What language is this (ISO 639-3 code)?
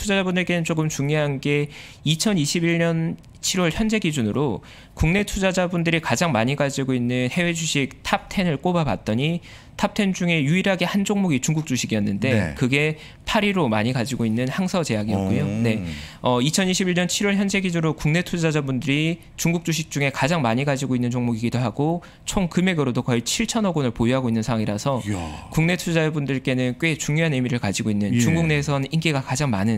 kor